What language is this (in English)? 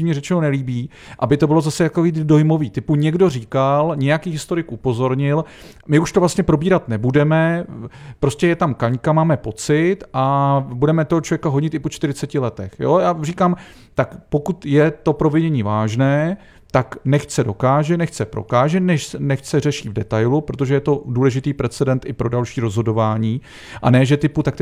Czech